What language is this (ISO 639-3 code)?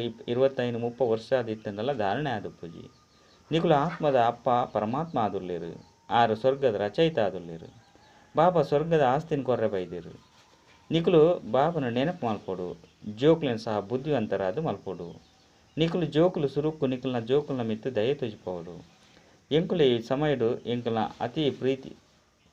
tcy